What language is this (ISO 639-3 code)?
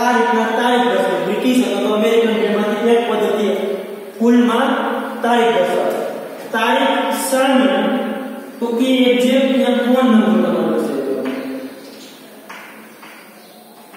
guj